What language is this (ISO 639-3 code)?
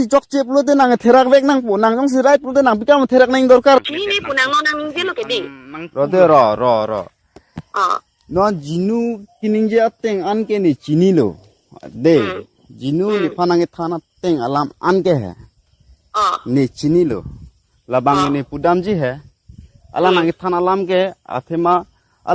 mjw